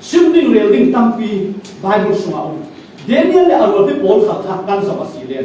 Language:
Falam Chin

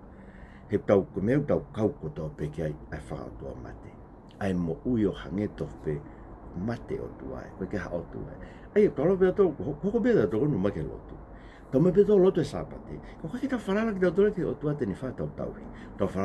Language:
Tongan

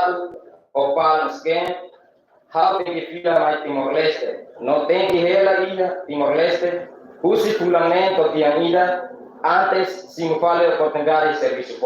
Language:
Tetum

